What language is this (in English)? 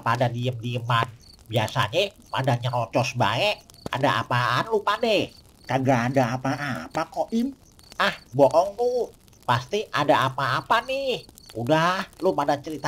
Betawi